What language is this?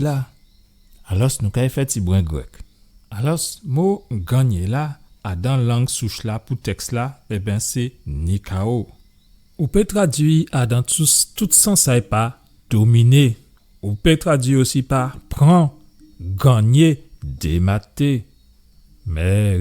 Guadeloupean Creole French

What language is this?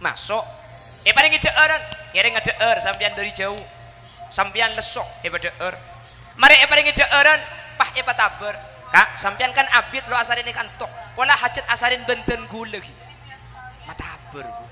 Madurese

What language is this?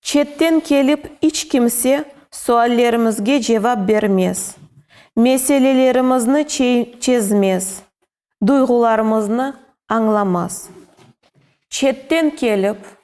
Crimean Tatar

